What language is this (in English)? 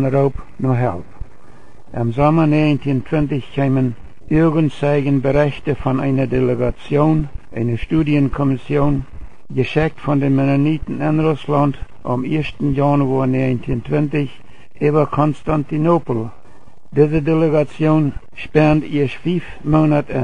Plautdietsch